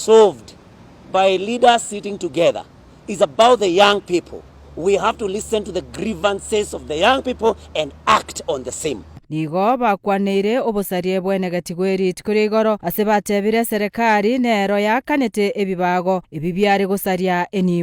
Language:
Gusii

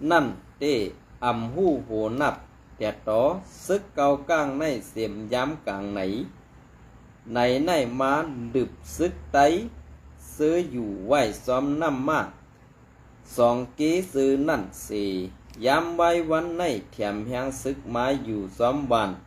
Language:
Shan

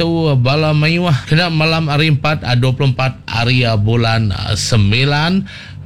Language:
Iban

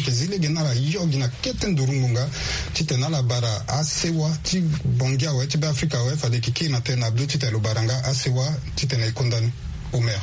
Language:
Sango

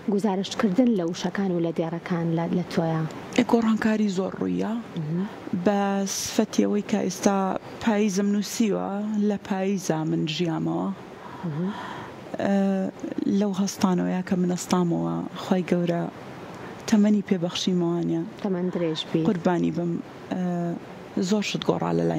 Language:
Central Kurdish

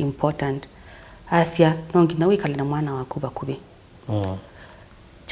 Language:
Kamba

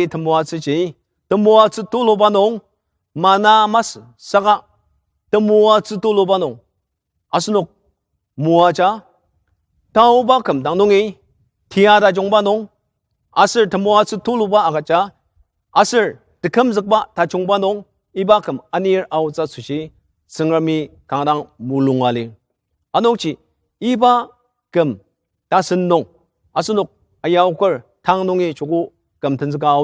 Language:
Ao Naga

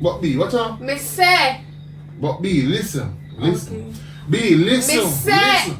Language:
Jamaican Creole English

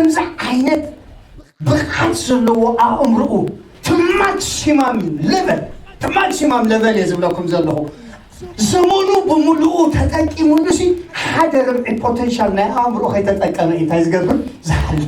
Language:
Tigrinya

